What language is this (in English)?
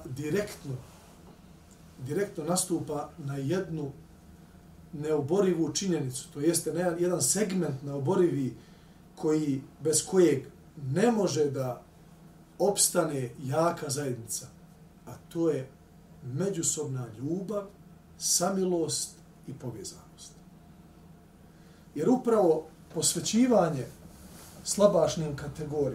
Bosnian